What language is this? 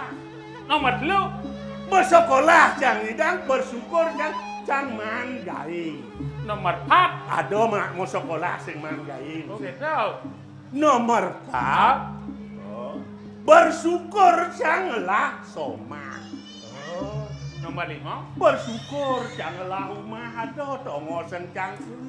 Balinese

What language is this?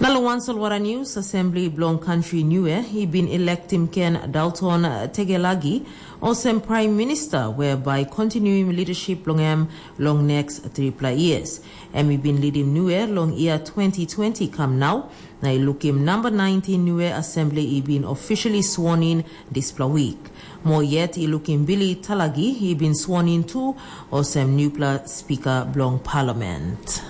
Tok Pisin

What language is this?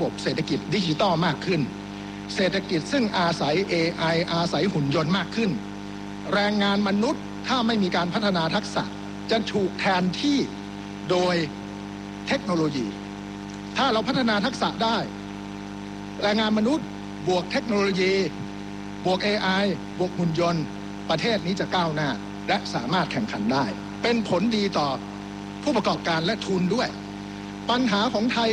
Thai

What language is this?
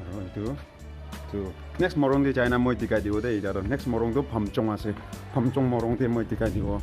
Naga Pidgin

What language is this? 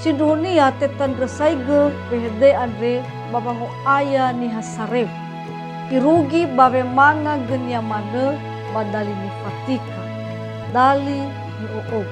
Nias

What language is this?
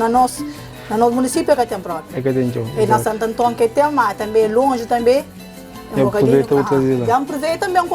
Kabuverdianu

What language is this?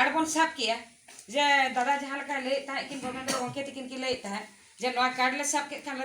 Santali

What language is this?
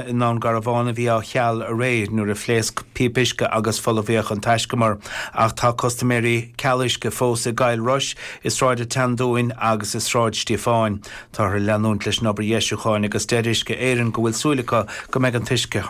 Irish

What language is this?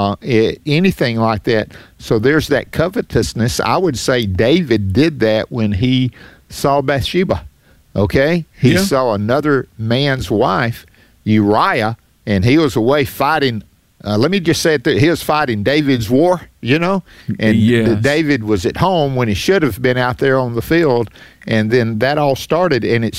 English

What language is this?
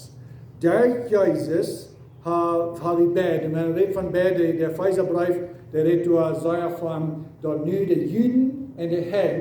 Plautdietsch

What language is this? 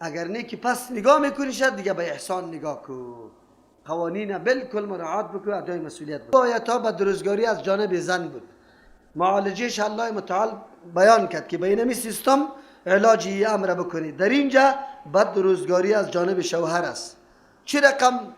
Persian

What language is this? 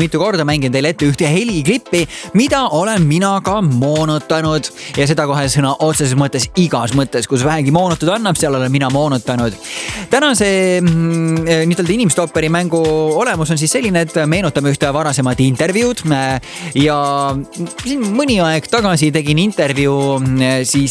Estonian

